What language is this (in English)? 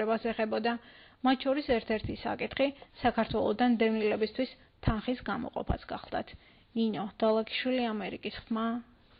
Georgian